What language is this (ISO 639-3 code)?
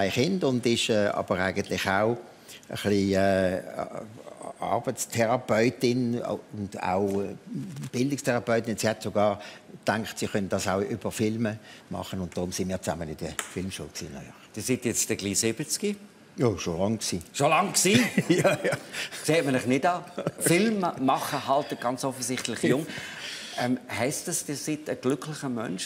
gsw